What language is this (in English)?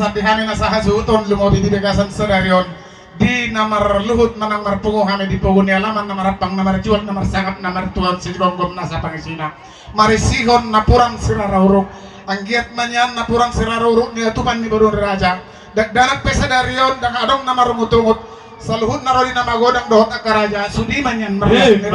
Batak Toba